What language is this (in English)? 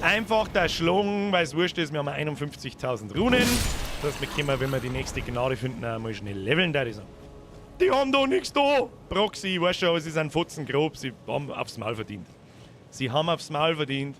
Bavarian